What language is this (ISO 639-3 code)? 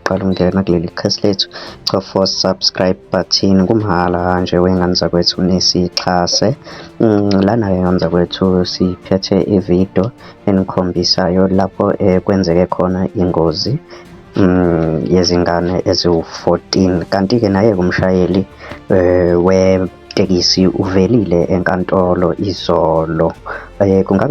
zul